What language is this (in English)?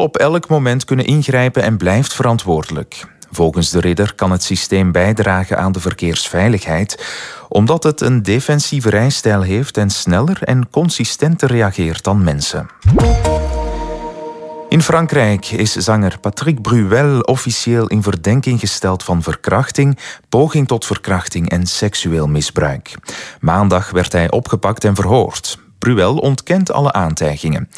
Dutch